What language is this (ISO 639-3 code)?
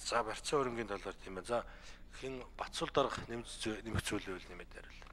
mon